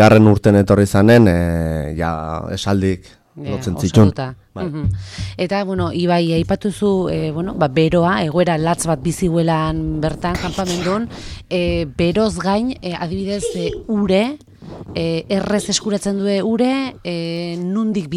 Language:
Basque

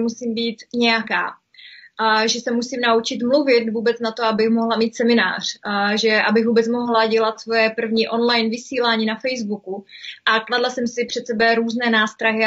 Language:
Czech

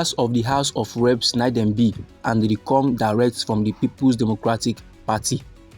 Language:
Nigerian Pidgin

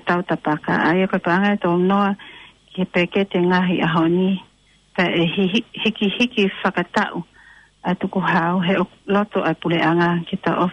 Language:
Tongan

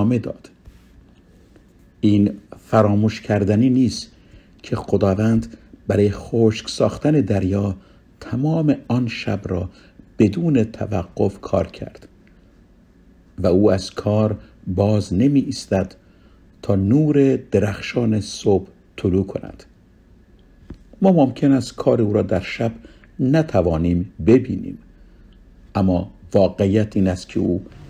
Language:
Persian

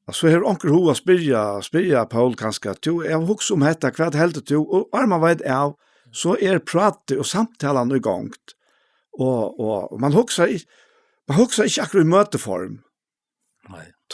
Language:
Faroese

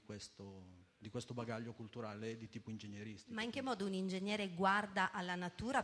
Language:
Italian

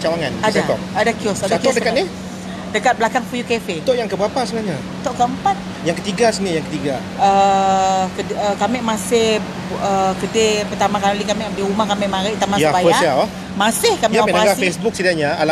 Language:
Malay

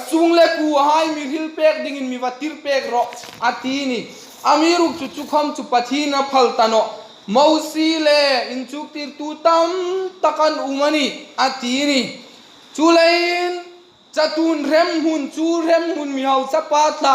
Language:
Hmar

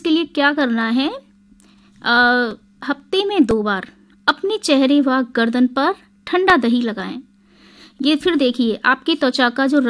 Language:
Hindi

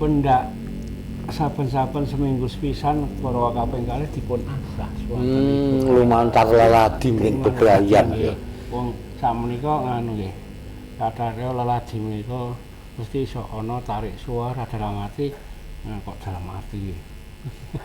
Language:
Javanese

